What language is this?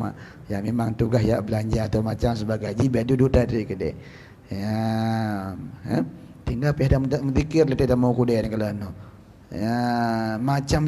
Achinese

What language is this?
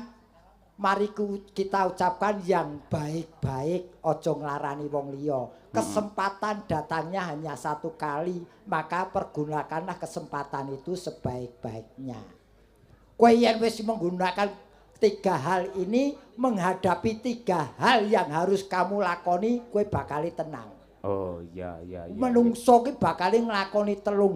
Javanese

